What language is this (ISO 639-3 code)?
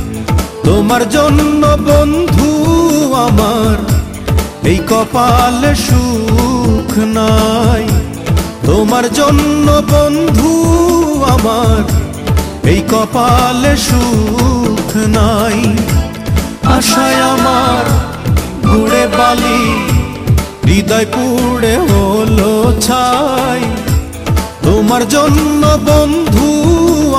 ben